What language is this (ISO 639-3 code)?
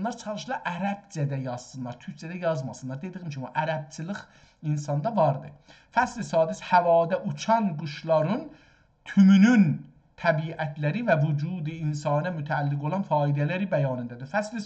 azb